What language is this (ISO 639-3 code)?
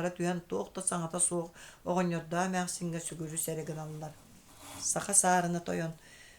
sah